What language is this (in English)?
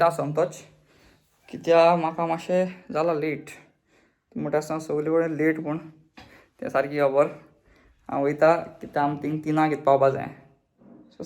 Konkani